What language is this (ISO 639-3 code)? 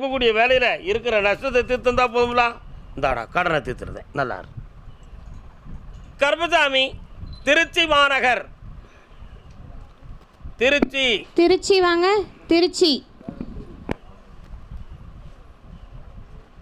tam